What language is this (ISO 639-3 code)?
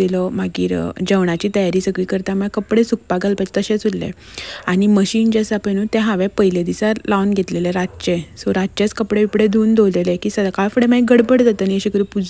kok